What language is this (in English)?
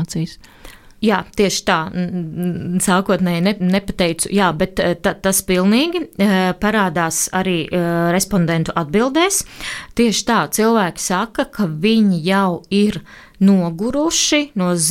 Latvian